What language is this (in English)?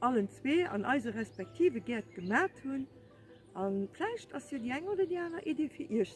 Luxembourgish